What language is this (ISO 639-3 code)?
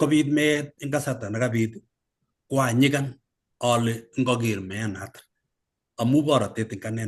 kln